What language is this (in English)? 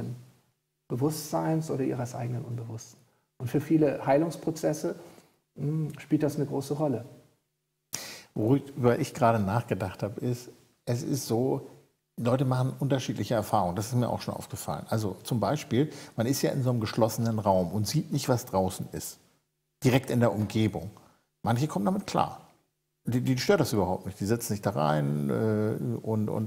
German